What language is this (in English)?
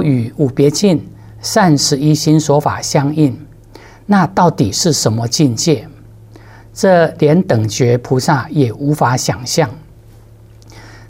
Chinese